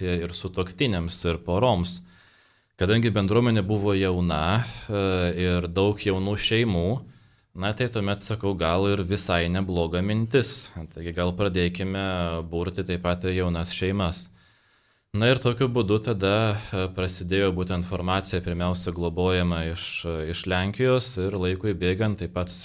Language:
Lithuanian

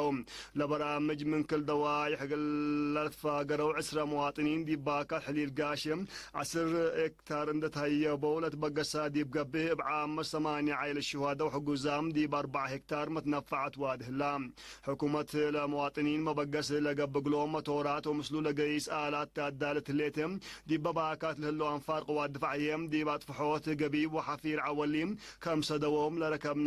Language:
Tigre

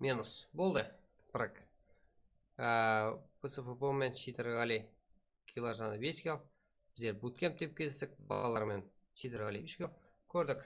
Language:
Kara-Kalpak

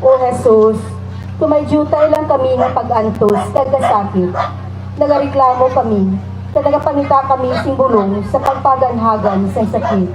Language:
Hiligaynon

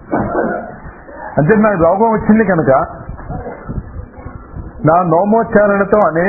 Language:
Telugu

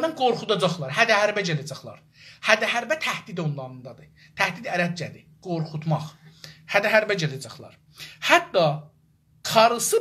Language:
South Azerbaijani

